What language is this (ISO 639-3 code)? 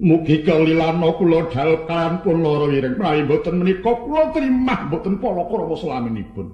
jav